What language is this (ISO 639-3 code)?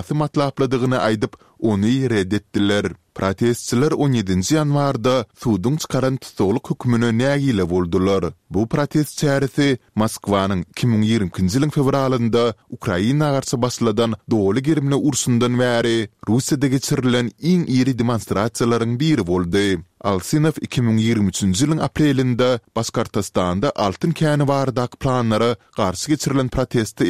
tuk